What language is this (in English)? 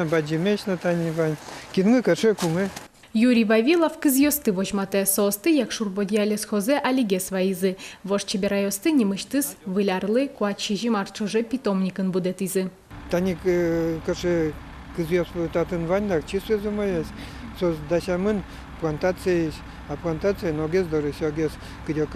Udmurt